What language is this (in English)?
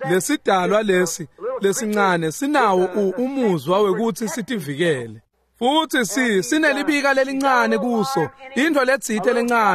Swati